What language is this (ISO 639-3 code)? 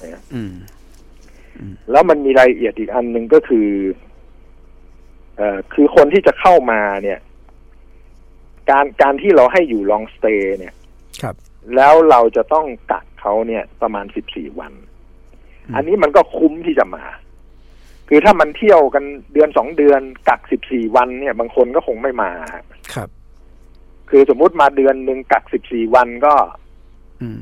tha